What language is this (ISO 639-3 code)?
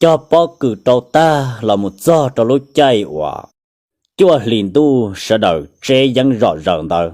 hmn